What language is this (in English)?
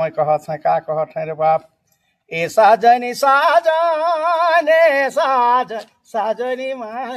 Sadri